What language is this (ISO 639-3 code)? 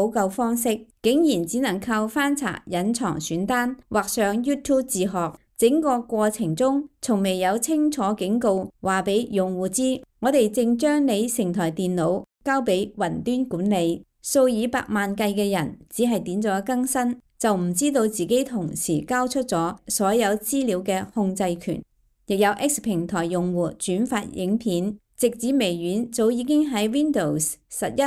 yue